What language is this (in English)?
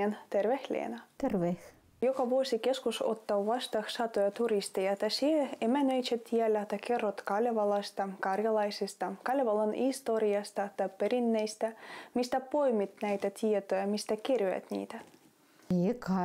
Finnish